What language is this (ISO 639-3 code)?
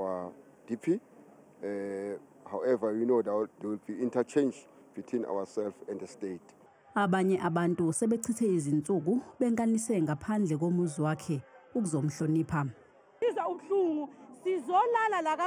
zul